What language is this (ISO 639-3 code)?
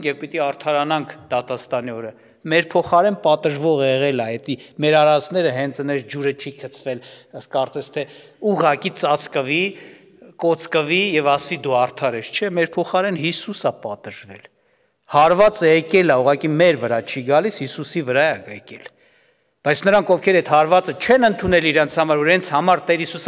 hye